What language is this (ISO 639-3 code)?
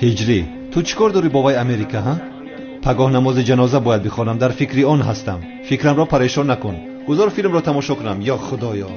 tgk